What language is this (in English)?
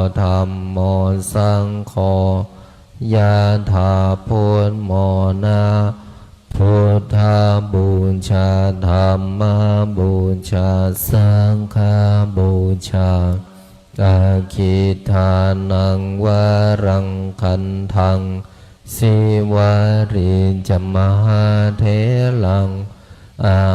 Pali